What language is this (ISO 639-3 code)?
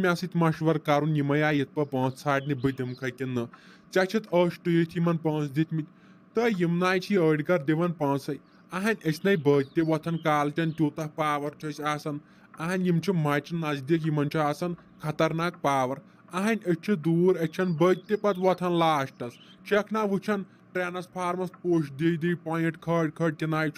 kas